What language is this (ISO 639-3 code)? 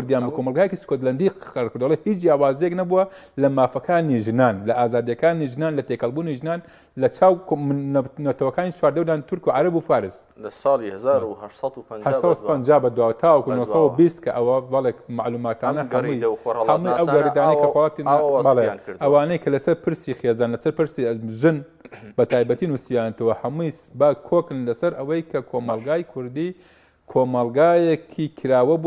ckb